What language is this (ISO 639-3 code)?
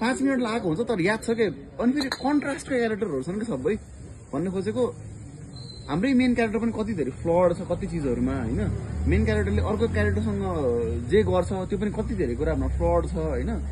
nep